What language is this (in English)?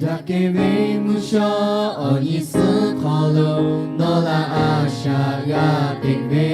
Lahu